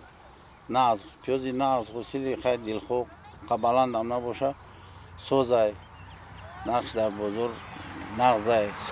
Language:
Tajik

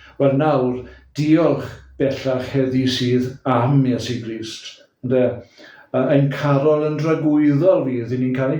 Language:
Welsh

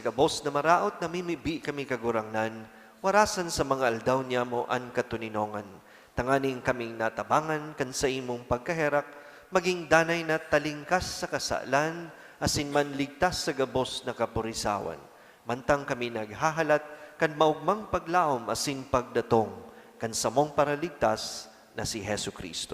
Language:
Bikol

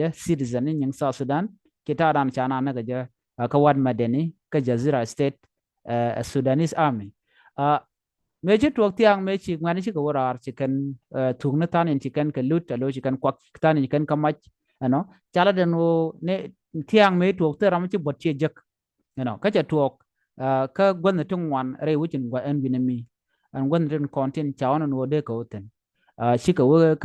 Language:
Nuer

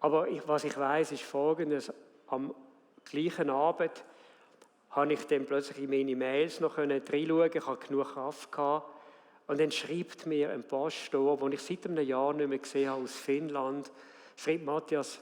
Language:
Swiss German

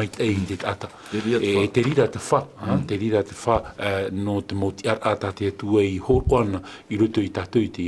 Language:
Tahitian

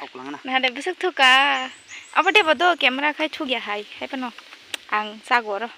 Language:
Kok Borok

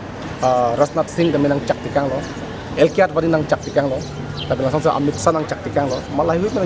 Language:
Karbi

